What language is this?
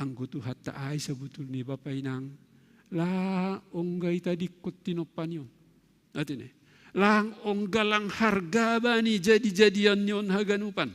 Batak Simalungun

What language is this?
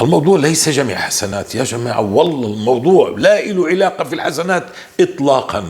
North Levantine Arabic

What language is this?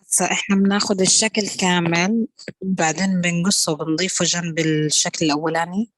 Egyptian Arabic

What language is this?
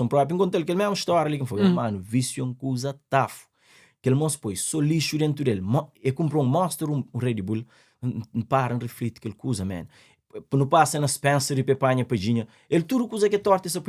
Kabuverdianu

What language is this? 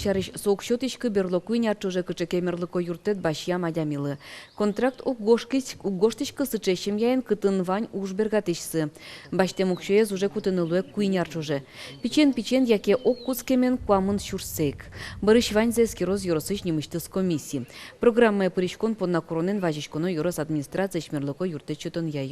Udmurt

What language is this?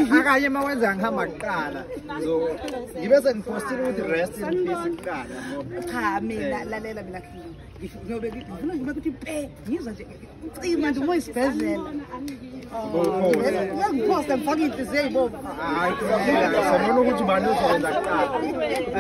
Zulu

